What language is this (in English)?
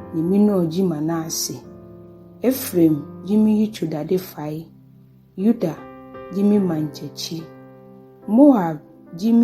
Ga